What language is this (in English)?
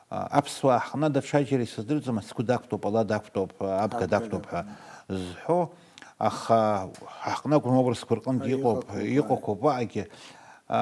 Abkhazian